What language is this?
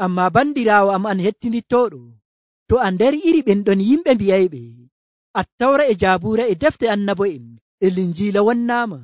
Nigerian Fulfulde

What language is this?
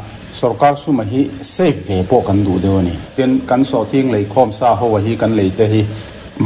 Mizo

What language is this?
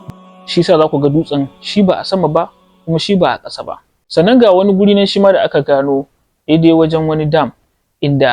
Hausa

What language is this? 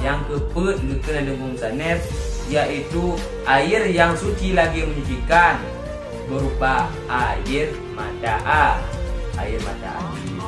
Achinese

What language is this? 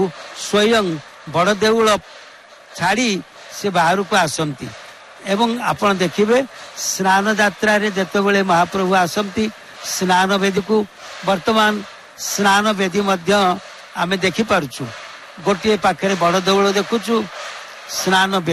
Odia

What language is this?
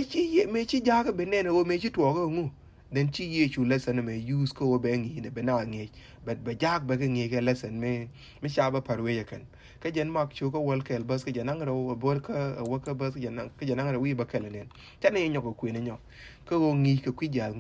Nuer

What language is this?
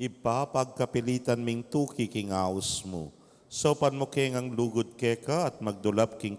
Pampanga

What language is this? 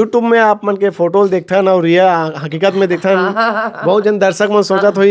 Chhattisgarhi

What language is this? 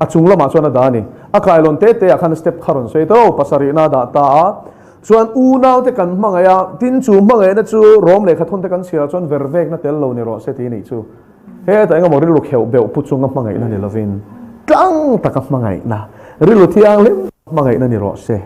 Mizo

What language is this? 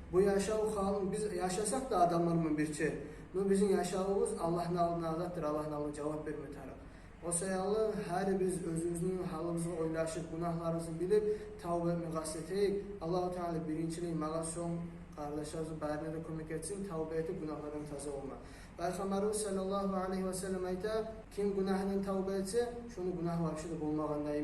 Kumyk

